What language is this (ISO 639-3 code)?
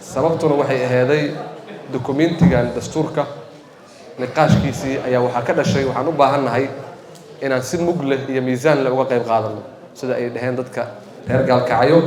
som